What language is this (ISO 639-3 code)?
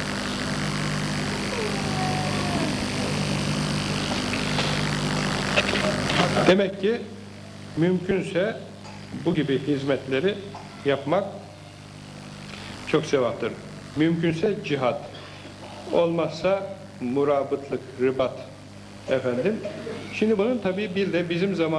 tur